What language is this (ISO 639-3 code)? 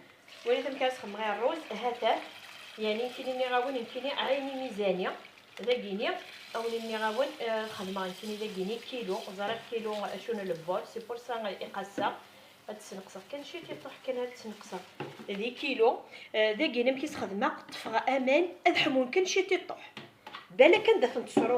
kab